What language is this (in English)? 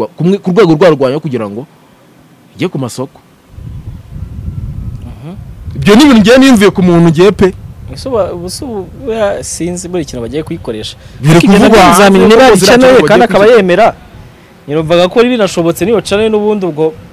Kinyarwanda